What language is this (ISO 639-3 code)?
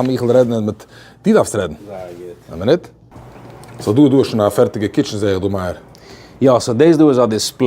yid